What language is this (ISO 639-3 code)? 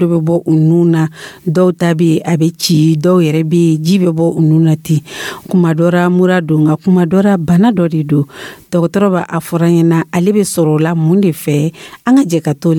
dyu